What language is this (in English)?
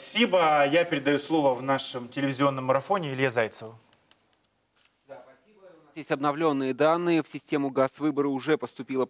Russian